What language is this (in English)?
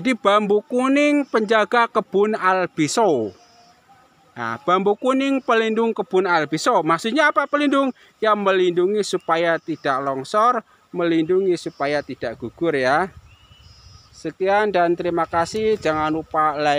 Indonesian